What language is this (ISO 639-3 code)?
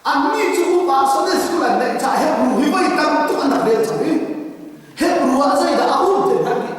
cnh